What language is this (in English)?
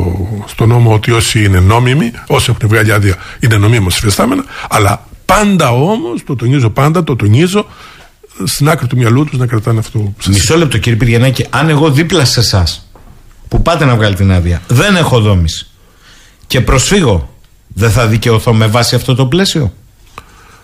Greek